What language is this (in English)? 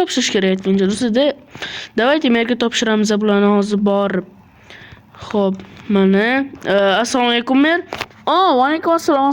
Uzbek